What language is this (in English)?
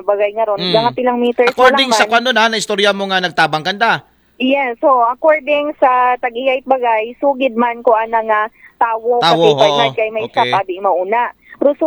Aklanon